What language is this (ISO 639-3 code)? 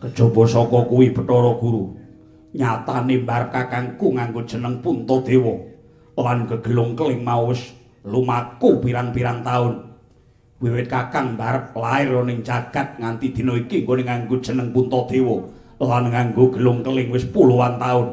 jav